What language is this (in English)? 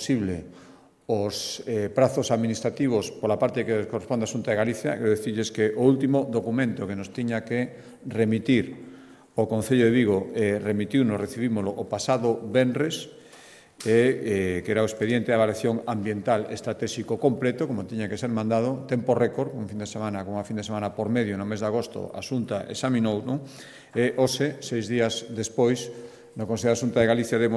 Galician